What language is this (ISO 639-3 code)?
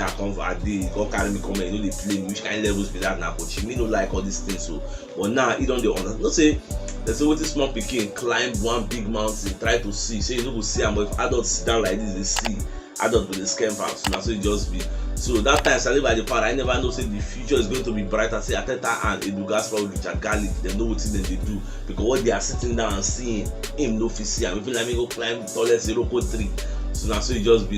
pcm